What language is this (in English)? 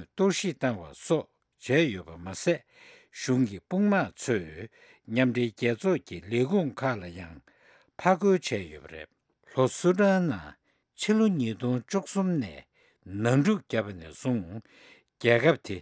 Tibetan